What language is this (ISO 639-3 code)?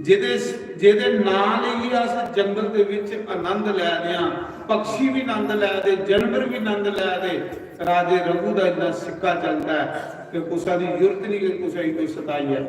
doi